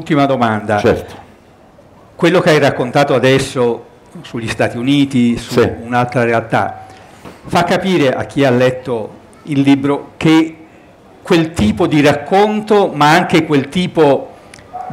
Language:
Italian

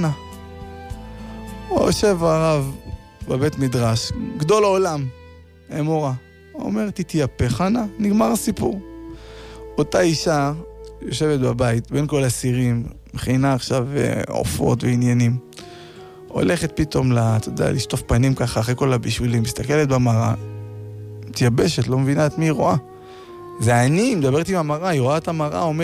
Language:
Hebrew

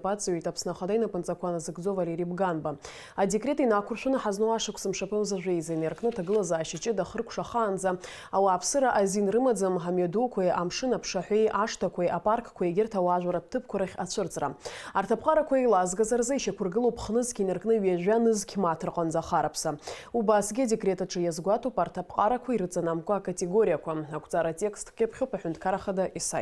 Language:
Abkhazian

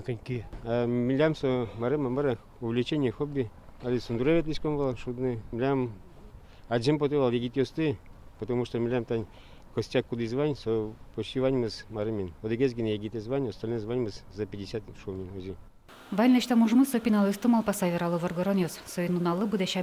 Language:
Udmurt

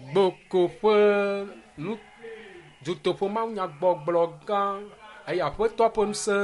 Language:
Ewe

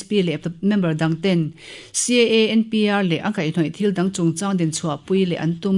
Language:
Mizo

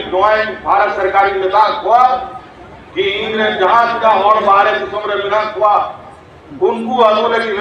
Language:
Santali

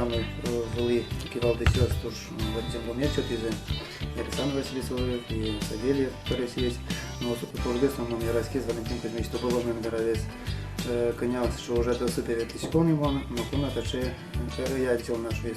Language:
Udmurt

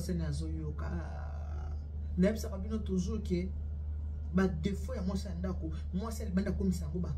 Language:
Lingala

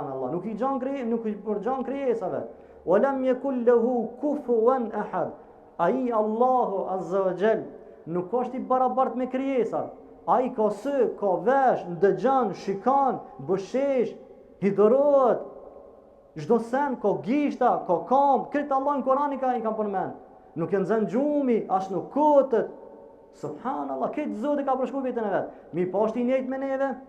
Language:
Albanian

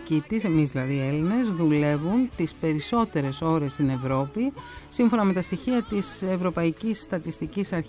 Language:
Greek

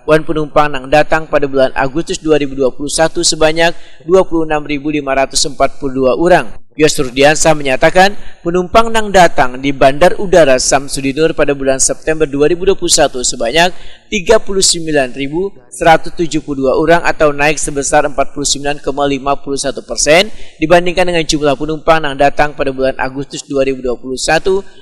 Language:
Banjar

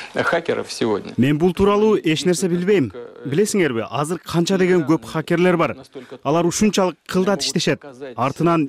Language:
Kyrgyz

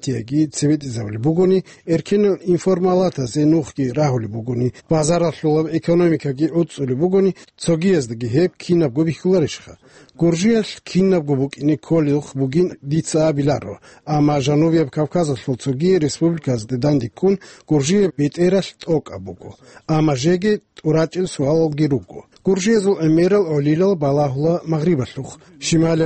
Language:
Avaric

